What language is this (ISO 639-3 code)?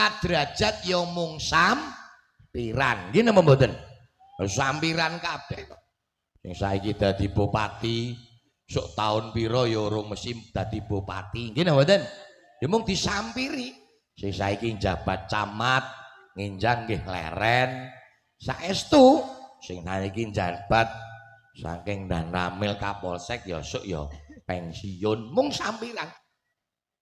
jav